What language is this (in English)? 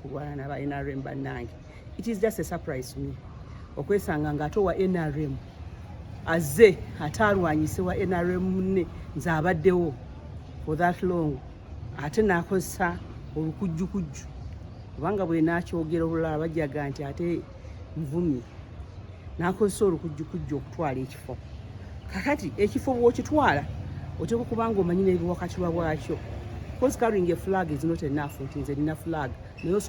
Ganda